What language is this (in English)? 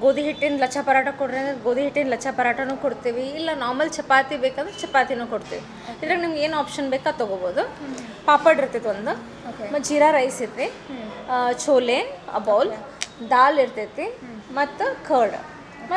Kannada